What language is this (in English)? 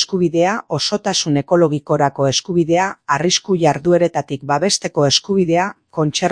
Basque